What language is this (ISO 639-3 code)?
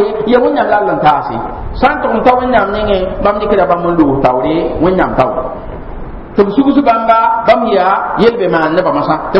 mos